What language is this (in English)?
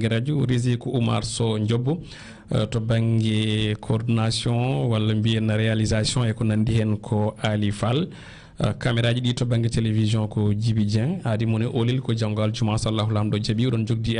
Fula